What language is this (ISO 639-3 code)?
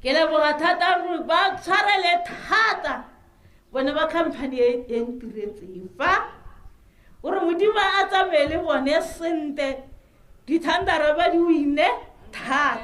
tsn